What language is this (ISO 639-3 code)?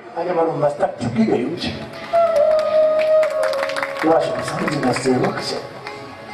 guj